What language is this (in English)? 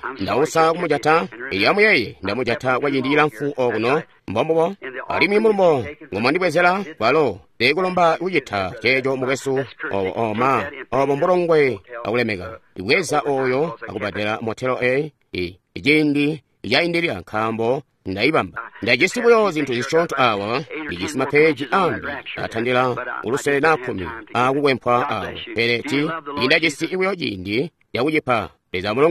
Tonga (Zambia)